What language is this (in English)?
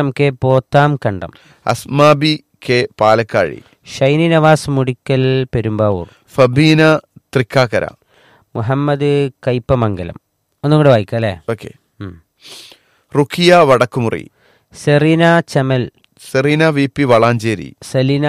Malayalam